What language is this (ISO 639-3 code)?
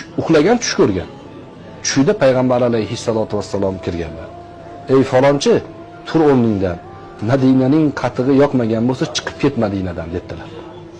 uzb